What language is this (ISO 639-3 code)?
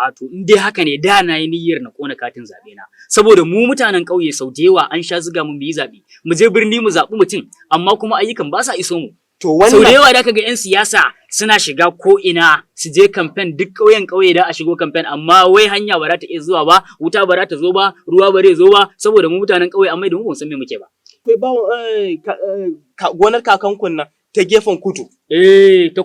hau